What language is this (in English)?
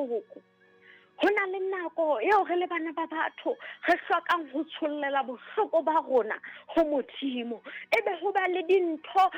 Southern Sotho